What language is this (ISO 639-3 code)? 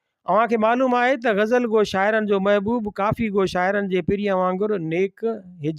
snd